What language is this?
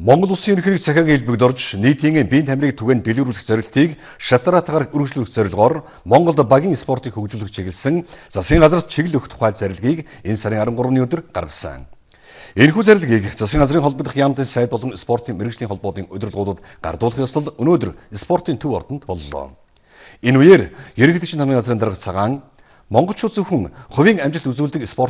Mongolian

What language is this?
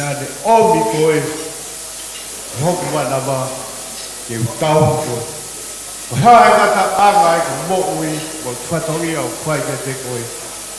Tongan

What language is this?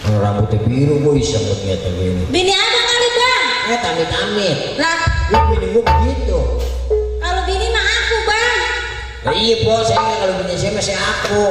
Betawi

